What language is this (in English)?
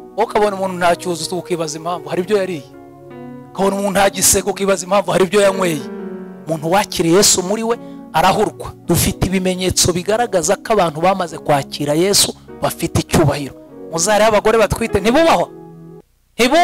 Kinyarwanda